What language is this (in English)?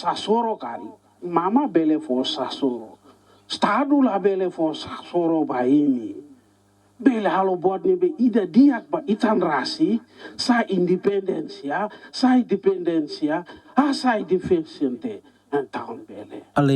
Tetum